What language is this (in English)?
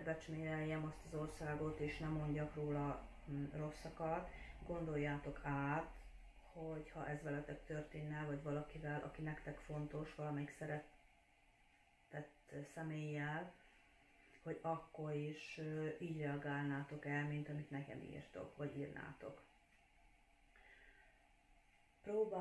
Hungarian